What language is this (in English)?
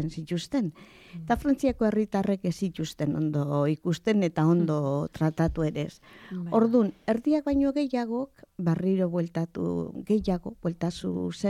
Basque